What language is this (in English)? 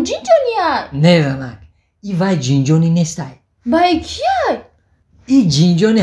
Tajik